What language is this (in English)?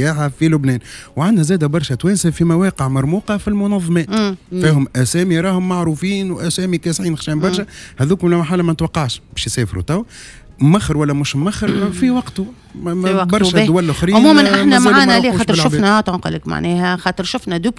Tunisian Arabic